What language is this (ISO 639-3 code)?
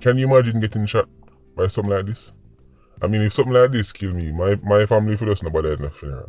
jam